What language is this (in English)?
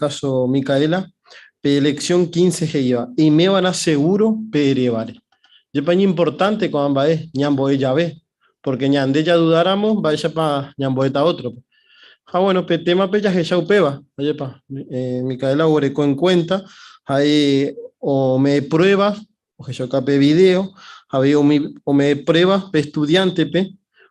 Guarani